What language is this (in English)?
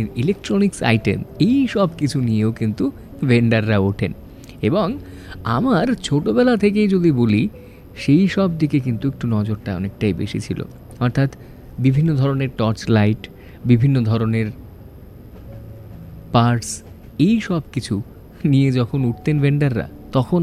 Bangla